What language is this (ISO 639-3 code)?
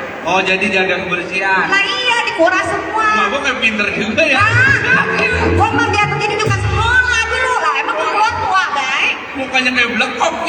bew